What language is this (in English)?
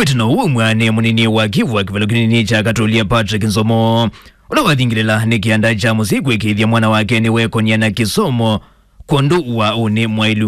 Kamba